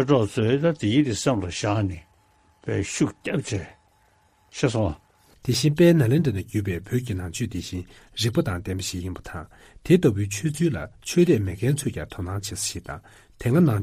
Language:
Tibetan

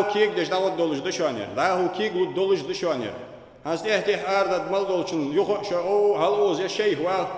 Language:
Ingush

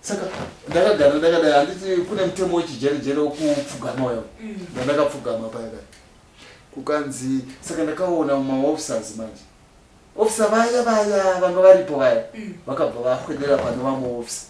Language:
Shona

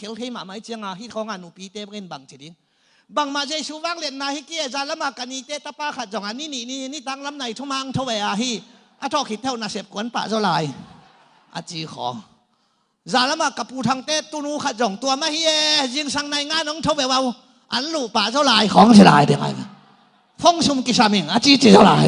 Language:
Tedim Chin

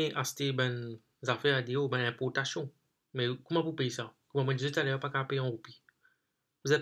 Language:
Morisyen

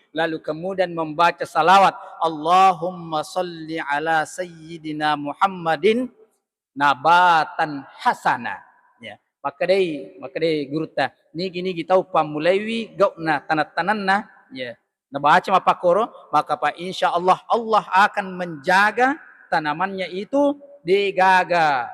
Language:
Buginese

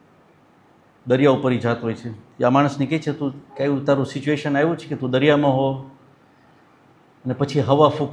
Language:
Gujarati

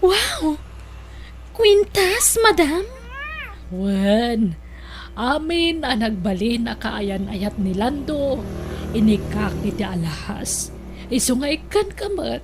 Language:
Iloko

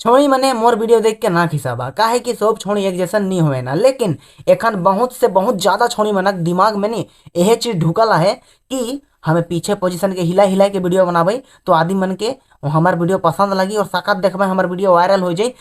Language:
Sadri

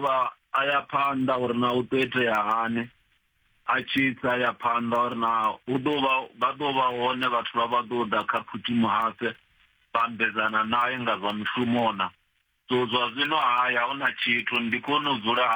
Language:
Venda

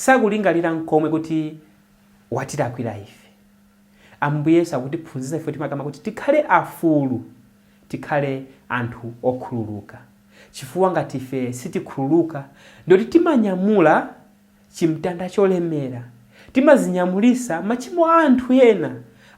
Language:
Nyanja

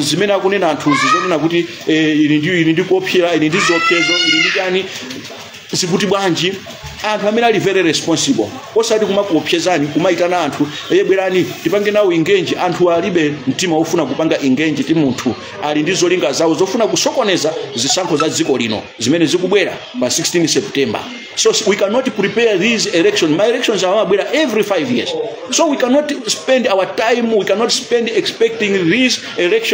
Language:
Nyanja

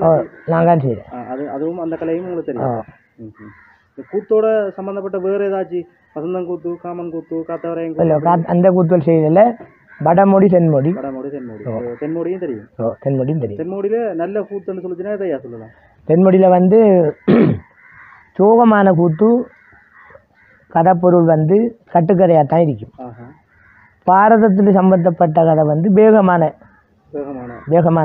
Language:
Tamil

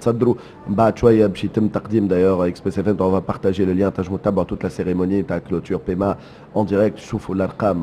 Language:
Tunisian Arabic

